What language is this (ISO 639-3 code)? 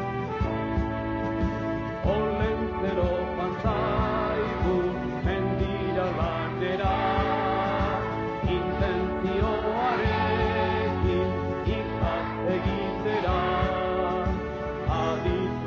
eus